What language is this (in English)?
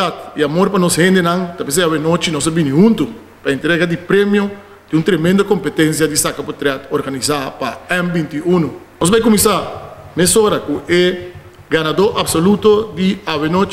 Papiamento